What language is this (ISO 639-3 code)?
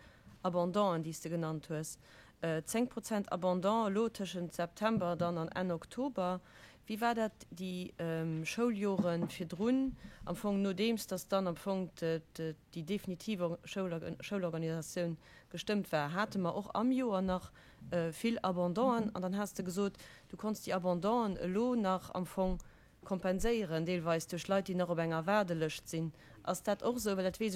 ltz